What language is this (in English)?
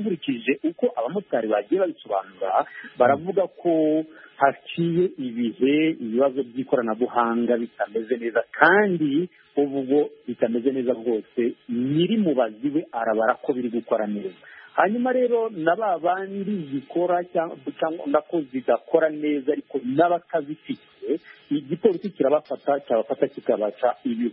Kinyarwanda